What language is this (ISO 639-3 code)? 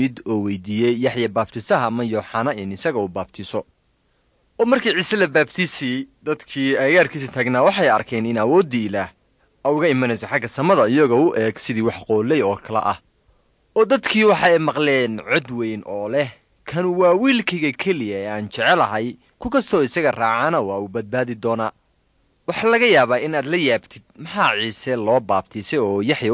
som